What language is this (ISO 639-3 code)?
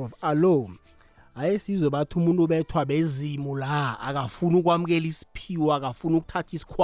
nbl